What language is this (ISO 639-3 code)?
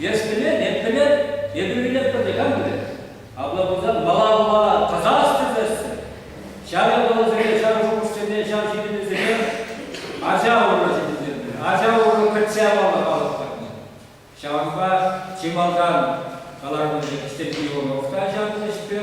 chv